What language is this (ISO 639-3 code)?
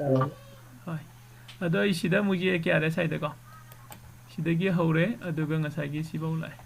mni